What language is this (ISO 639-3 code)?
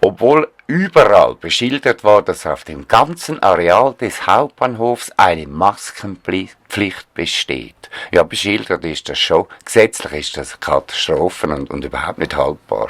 gsw